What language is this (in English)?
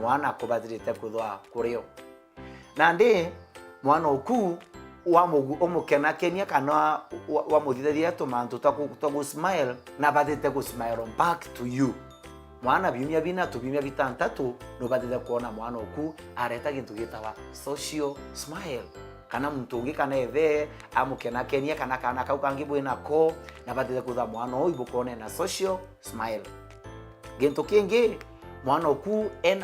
Meru